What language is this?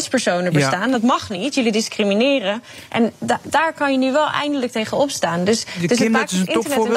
Dutch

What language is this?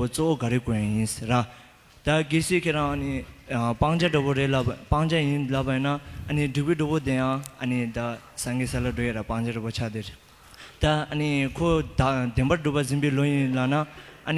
Tibetan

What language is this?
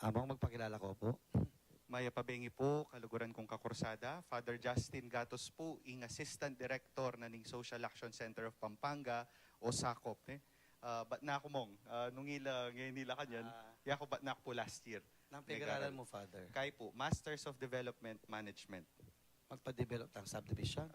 Pampanga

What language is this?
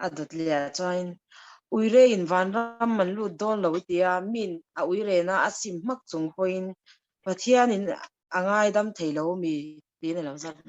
Mizo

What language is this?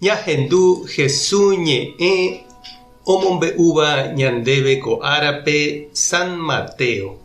Guarani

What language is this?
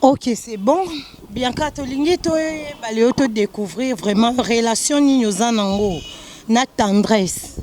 Lingala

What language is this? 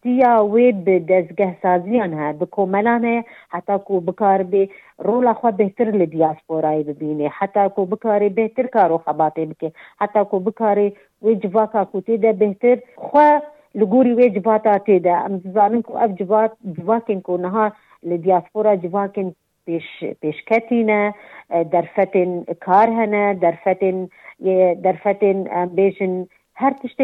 Kurdish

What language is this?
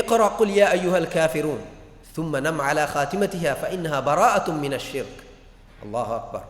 Divehi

